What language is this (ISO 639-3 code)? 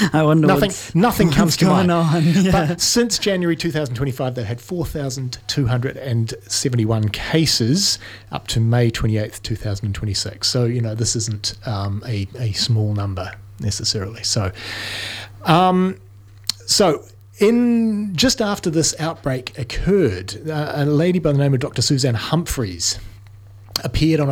eng